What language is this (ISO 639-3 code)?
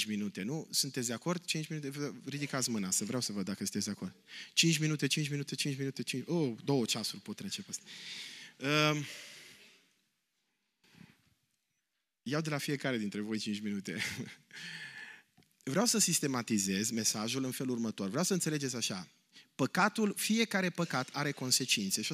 ron